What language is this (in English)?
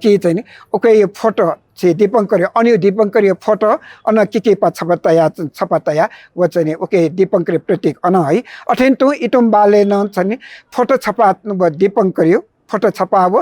Newari